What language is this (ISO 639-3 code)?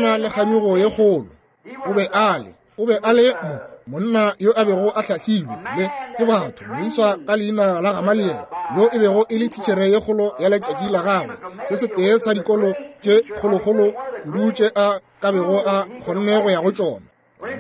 nso